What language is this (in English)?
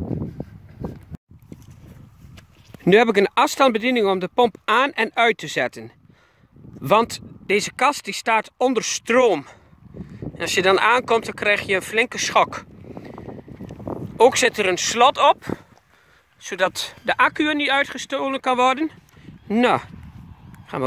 Dutch